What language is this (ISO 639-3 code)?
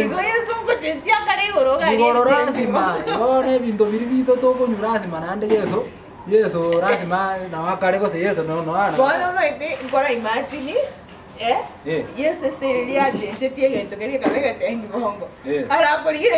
guz